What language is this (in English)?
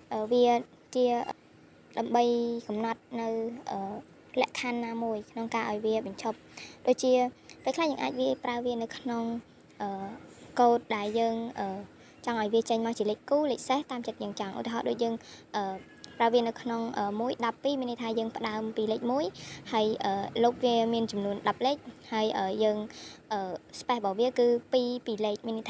Khmer